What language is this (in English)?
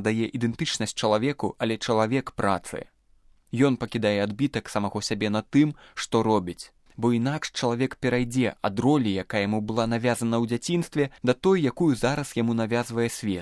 Belarusian